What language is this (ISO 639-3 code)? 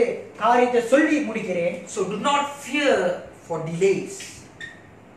tam